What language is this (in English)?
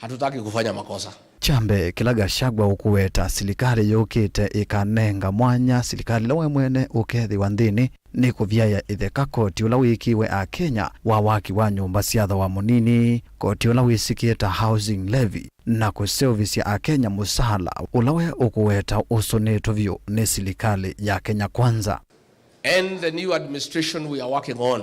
Kamba